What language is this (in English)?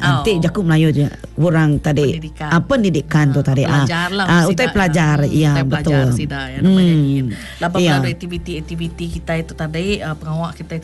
Iban